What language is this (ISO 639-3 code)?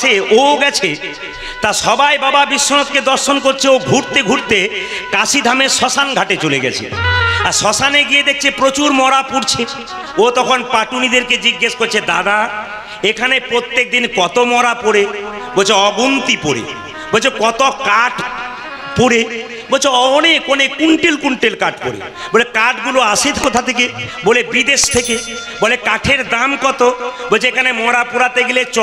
ben